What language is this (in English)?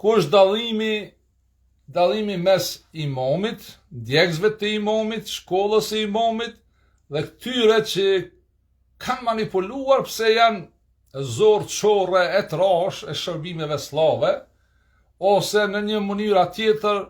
Albanian